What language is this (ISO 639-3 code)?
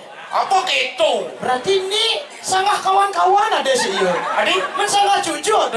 ban